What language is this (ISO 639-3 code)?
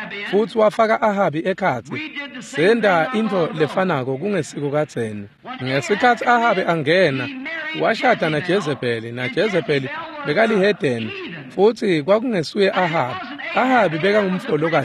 ssw